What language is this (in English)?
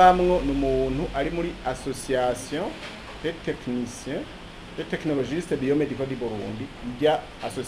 Rundi